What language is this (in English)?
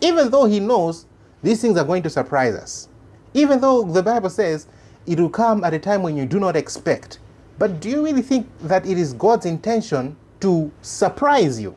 English